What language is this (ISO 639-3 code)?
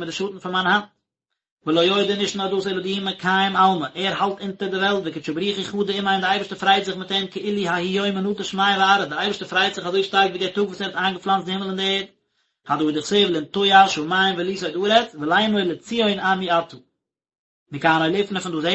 yid